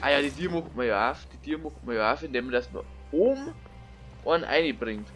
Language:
Bavarian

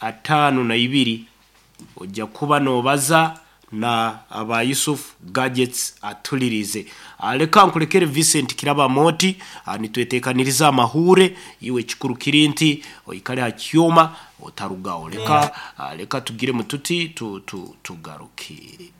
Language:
Nyankole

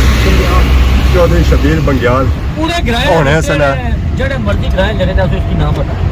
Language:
Pahari-Potwari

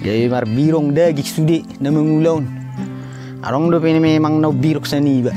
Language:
Batak Toba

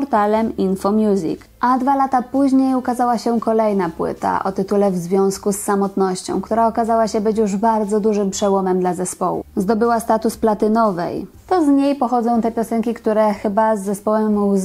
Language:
Polish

